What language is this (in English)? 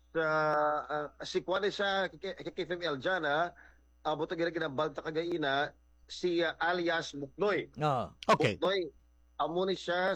Hiligaynon